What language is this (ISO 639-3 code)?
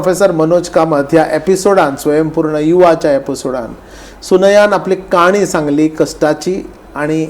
kok